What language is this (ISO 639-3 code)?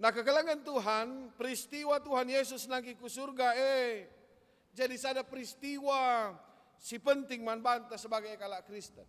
btx